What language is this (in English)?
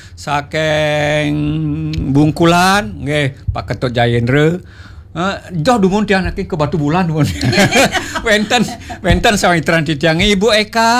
Balinese